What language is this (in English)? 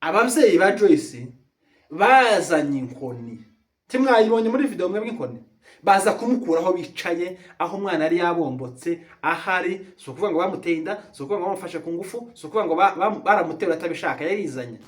Kinyarwanda